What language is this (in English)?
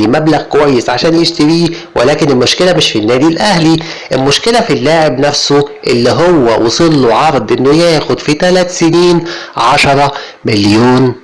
Egyptian Arabic